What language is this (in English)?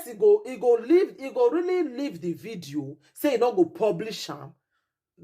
Nigerian Pidgin